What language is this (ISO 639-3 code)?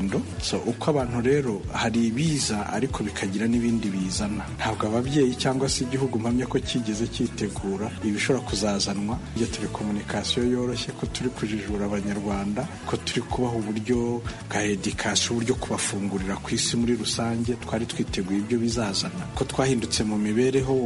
kin